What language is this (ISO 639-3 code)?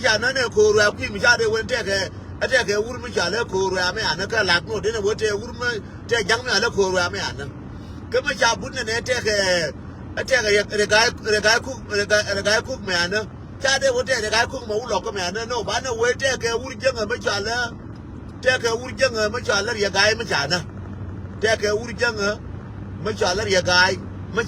nus